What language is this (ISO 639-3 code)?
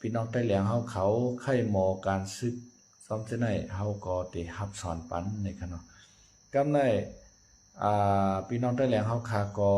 shn